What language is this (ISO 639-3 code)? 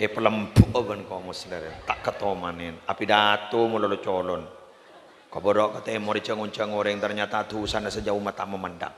mad